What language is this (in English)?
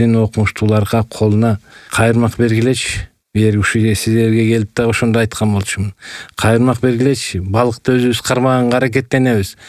Kyrgyz